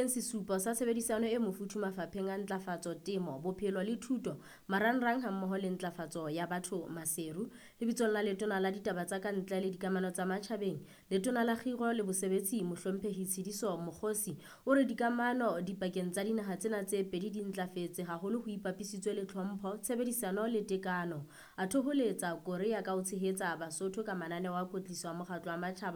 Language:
Southern Sotho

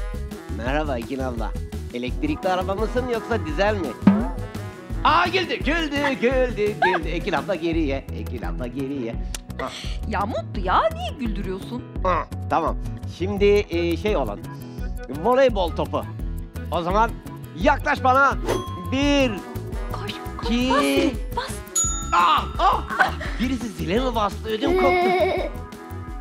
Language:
Turkish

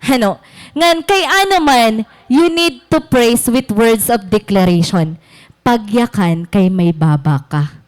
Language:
Waray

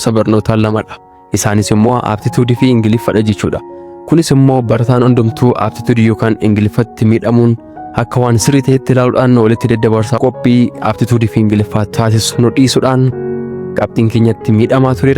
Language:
Oromo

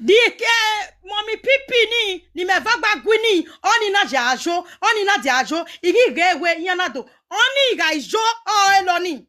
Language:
Nigerian Pidgin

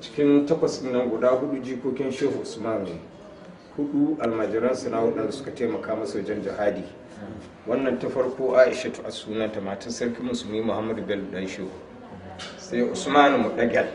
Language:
Hausa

